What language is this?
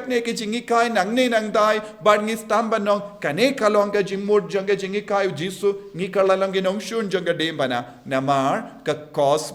Khasi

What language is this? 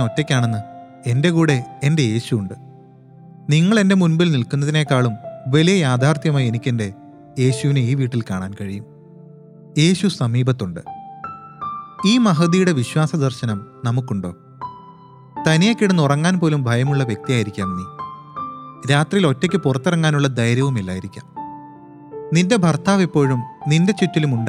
Malayalam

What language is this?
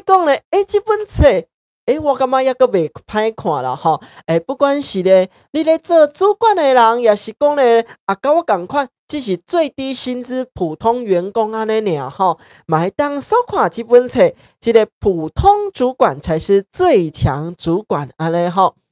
Min Nan Chinese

